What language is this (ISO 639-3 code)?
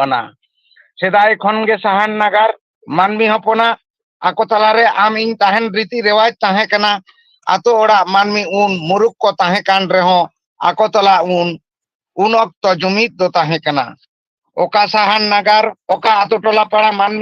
sat